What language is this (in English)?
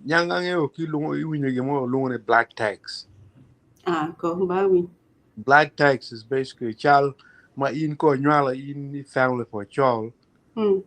Acoli